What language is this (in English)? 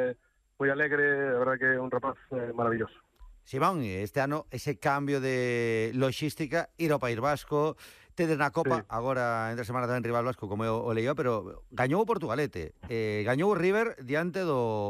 Galician